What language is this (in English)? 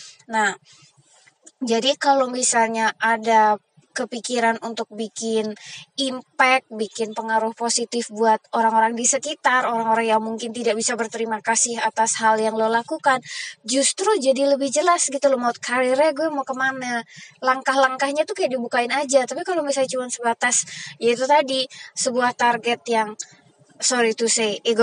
Indonesian